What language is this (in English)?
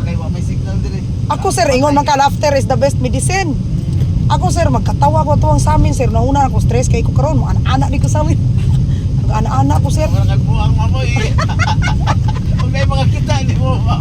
Cebuano